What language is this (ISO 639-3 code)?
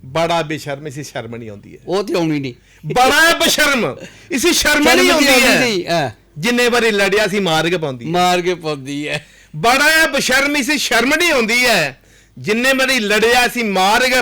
doi